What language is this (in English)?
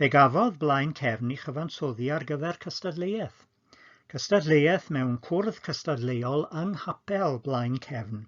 Welsh